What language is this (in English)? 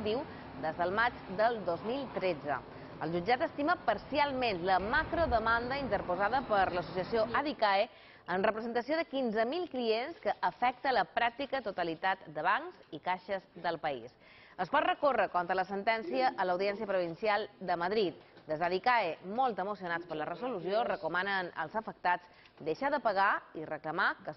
Catalan